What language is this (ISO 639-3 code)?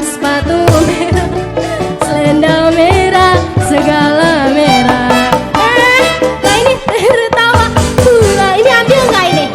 bew